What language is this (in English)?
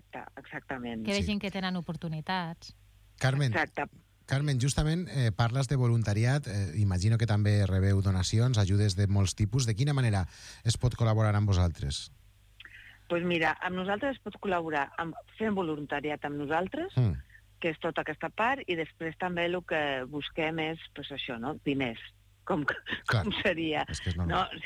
Catalan